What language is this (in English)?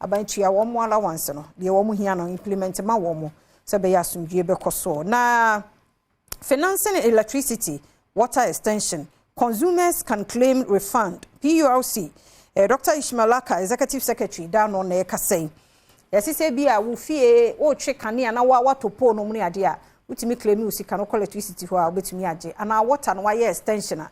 Akan